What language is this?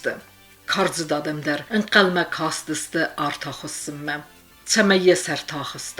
Ossetic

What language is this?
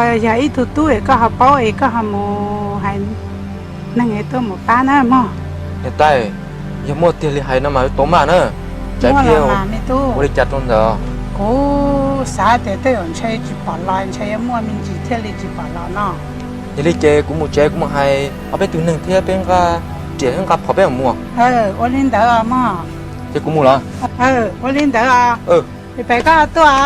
Hmong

